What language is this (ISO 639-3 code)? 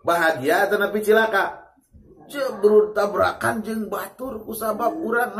sun